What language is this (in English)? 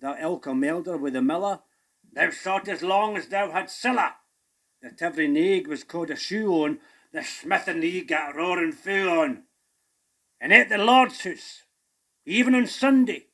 Scots